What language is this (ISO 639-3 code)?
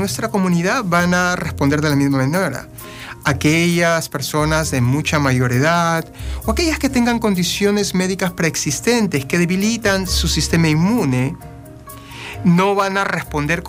spa